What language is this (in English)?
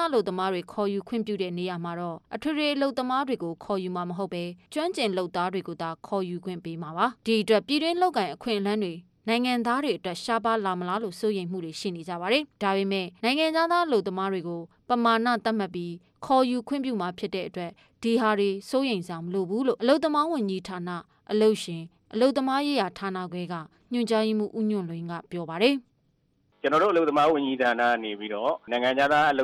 Burmese